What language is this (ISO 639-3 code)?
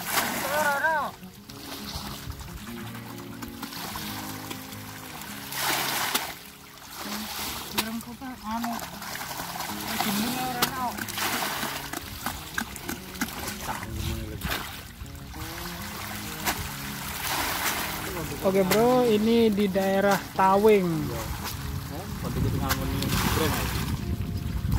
ind